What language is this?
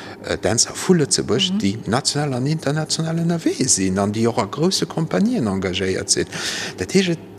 Luxembourgish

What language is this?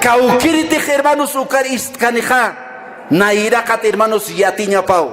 Aymara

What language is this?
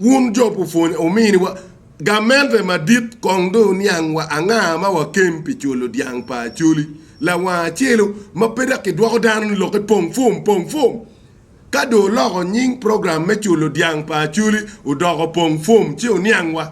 Acoli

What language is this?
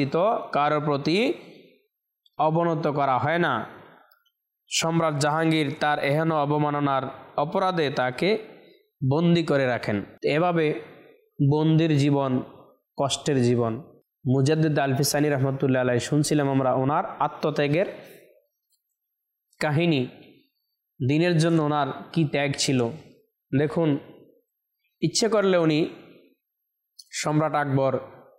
Bangla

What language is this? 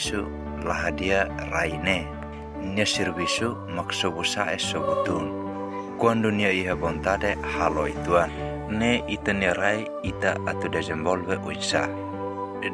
Tetum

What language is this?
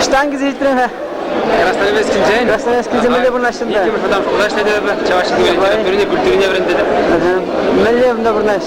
Chuvash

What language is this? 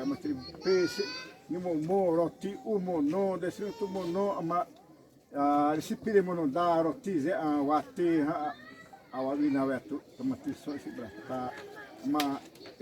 Xavánte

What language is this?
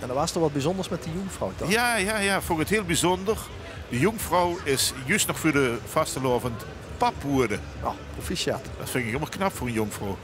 Limburgish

